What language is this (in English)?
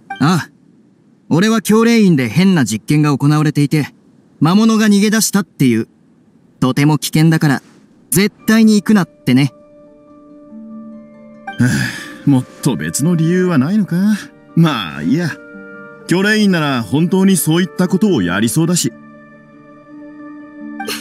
Japanese